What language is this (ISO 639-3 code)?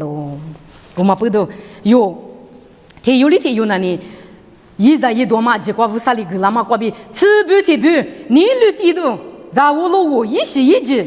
lis